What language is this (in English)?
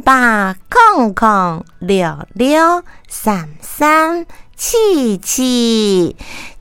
Min Nan Chinese